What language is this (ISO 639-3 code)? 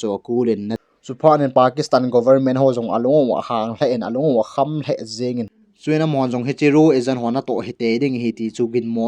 tcz